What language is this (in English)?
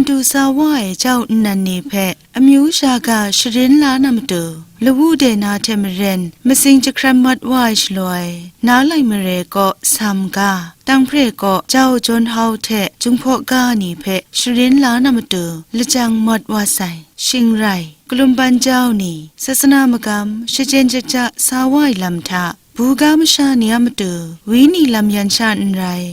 Kachin